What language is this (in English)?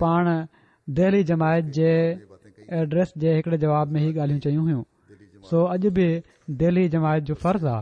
Sindhi